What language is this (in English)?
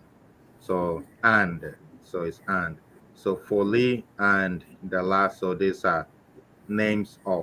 Ewe